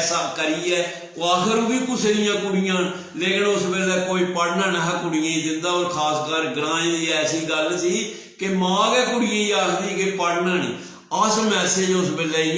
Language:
Dogri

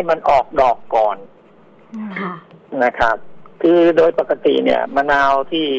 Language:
Thai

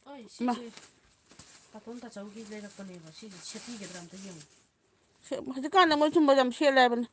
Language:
Manipuri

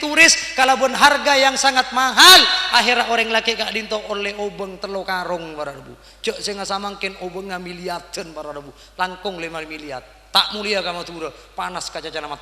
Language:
Madurese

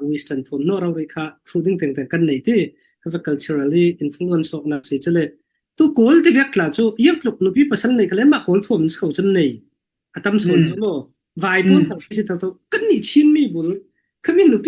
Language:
Falam Chin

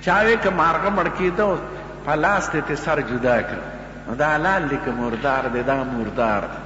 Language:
Pashto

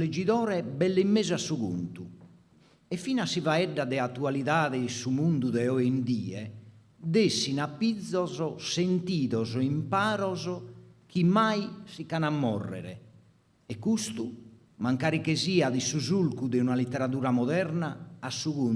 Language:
Sardinian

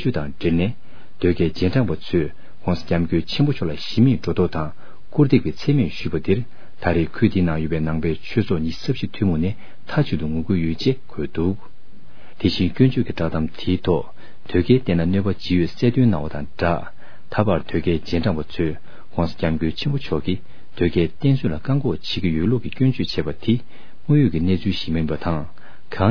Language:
Tibetan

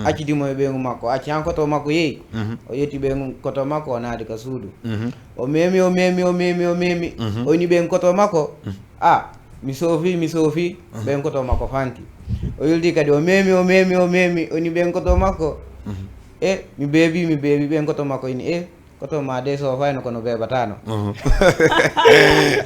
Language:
Fula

